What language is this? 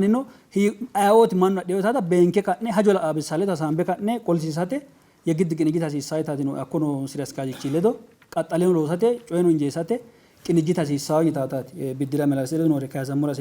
Sidamo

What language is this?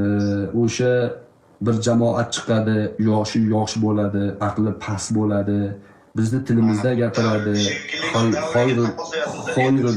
Uzbek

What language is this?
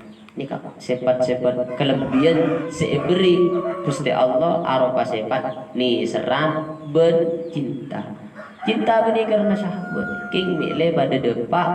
Madurese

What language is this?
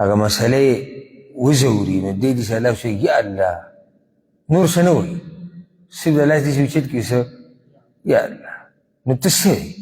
Pashto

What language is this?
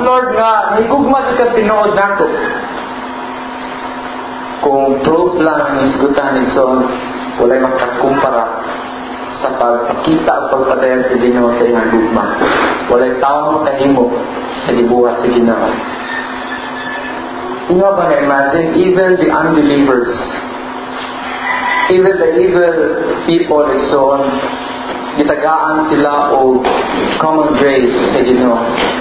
Cebuano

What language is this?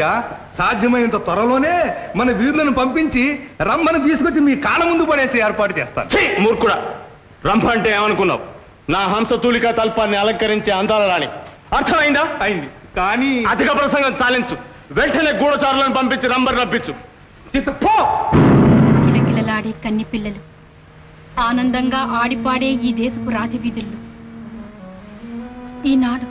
Telugu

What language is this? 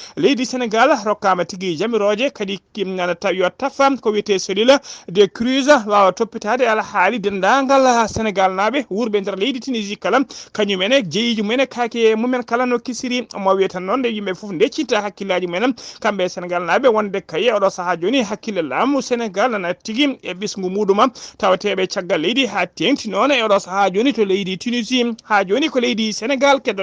Fula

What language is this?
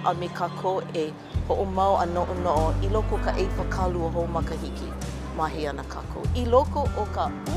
Hawaiian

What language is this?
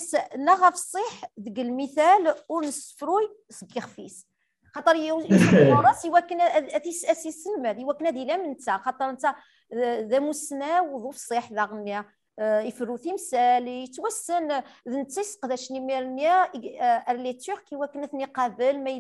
Kabyle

